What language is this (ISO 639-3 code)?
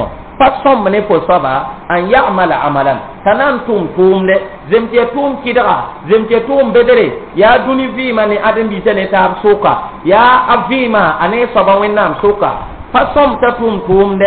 mos